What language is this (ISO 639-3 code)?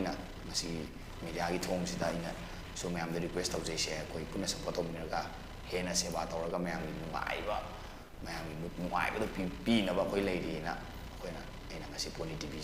mni